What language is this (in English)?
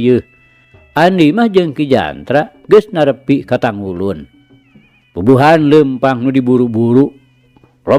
Sundanese